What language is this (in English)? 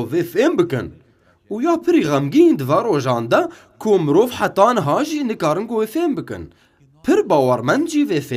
Kurdish